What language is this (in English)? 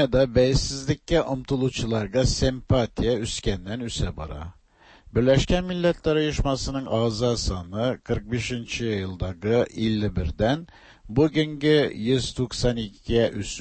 Tatar